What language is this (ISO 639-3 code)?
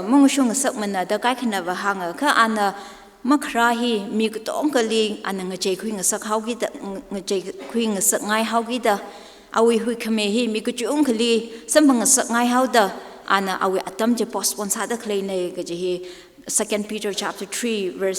nmf